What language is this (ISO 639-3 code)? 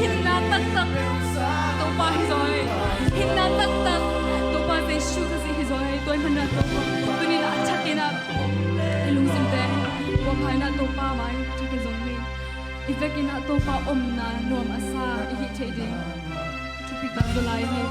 ctd